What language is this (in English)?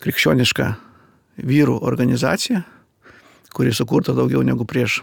Lithuanian